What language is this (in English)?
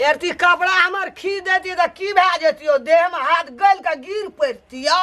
Maithili